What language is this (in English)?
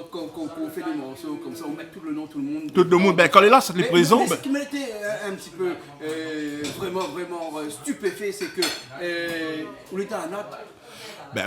Réunion Creole French